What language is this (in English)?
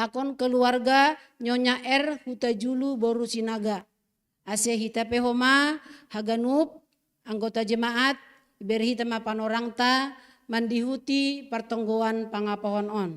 Batak Simalungun